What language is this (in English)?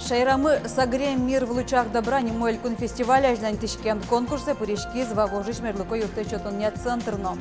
Udmurt